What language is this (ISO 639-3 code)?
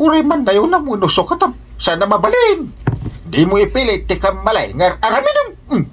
ilo